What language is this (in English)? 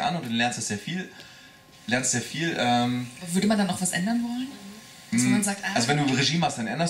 German